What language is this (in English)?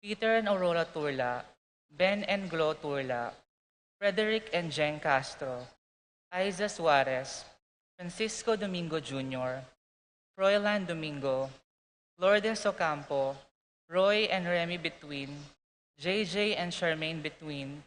Pampanga